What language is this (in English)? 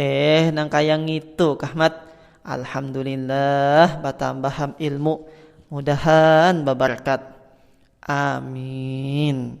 Banjar